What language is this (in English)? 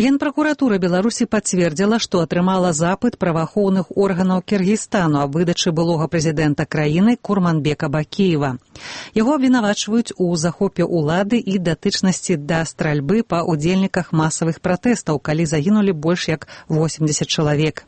Belarusian